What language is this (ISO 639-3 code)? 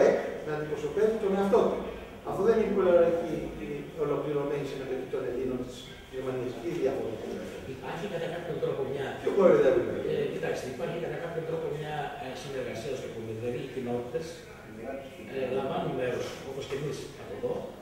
ell